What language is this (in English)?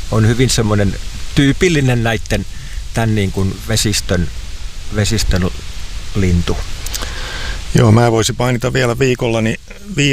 Finnish